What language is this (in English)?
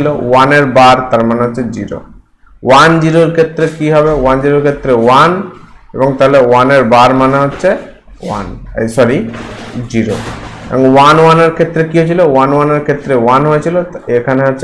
Bangla